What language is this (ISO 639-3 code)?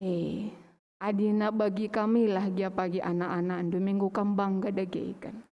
btx